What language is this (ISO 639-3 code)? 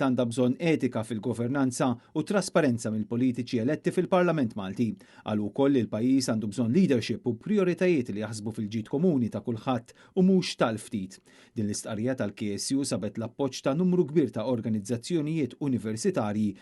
mlt